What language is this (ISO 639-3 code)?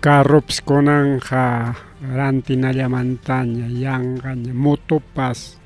quy